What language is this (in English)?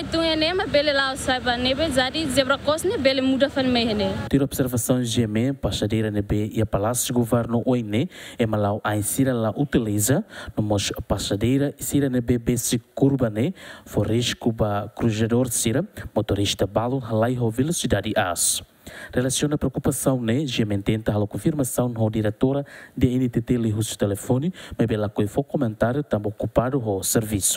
Tetum